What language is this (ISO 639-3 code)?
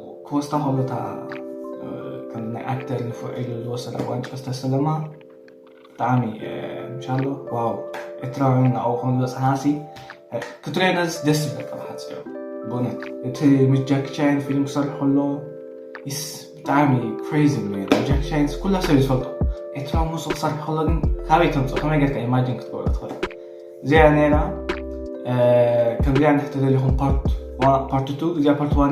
tir